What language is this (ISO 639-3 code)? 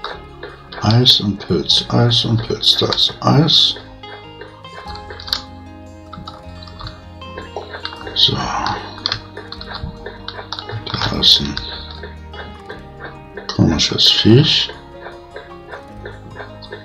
deu